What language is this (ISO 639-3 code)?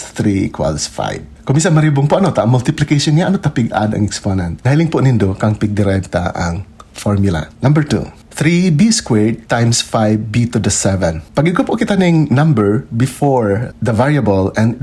bik